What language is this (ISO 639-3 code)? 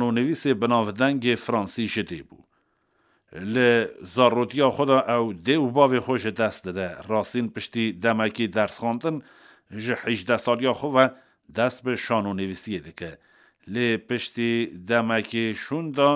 kur